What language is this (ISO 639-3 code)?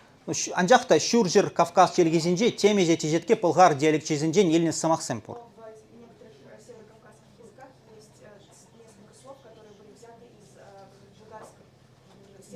chv